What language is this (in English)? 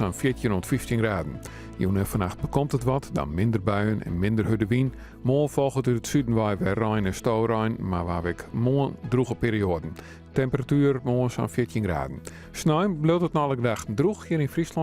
Western Frisian